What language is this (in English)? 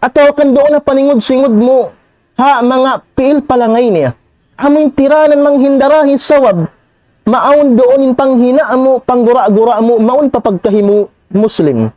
Tausug